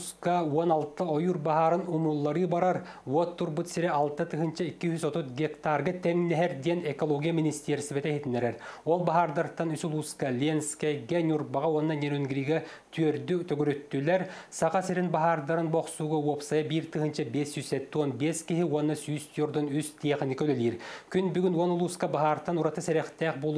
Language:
Yakut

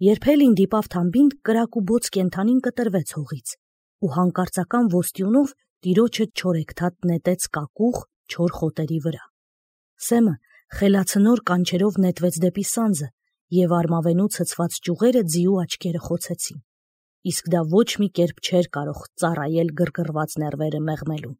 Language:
Armenian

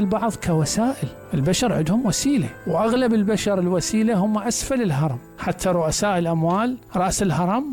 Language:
Mesopotamian Arabic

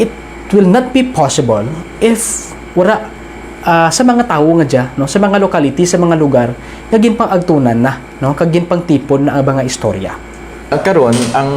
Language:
Kinaray-a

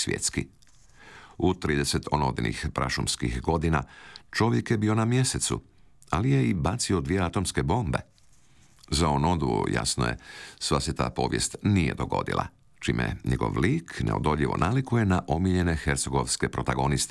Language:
Croatian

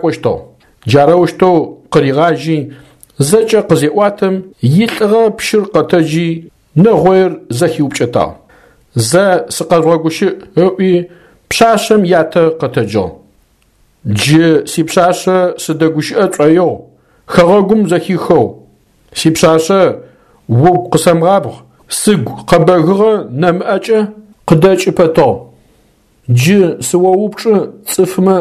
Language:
Adyghe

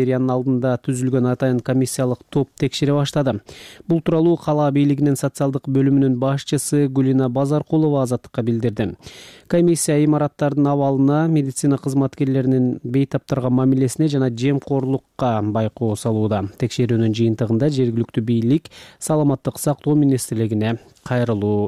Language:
Kyrgyz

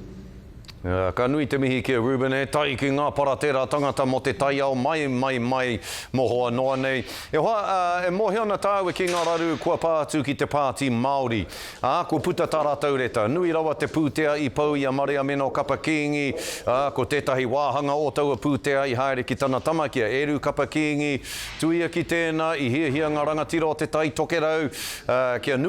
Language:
Māori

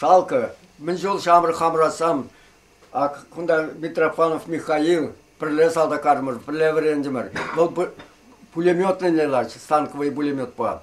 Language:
Chuvash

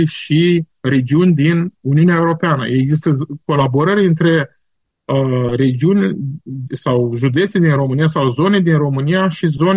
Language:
Romanian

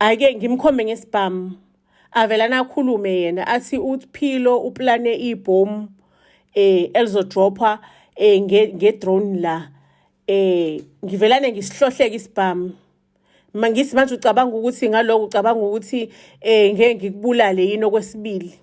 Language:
Zulu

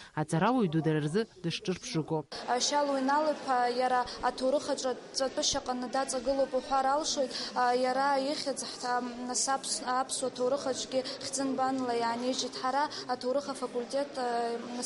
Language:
Abkhazian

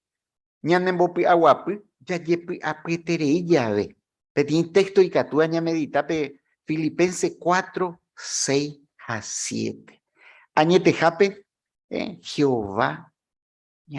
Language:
Guarani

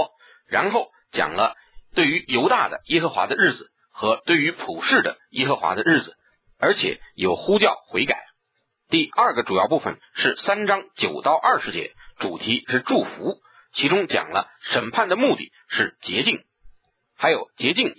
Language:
Chinese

